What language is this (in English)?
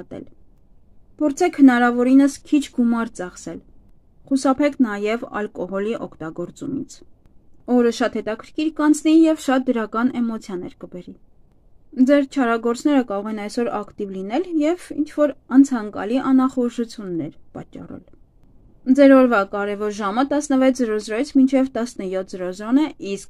Armenian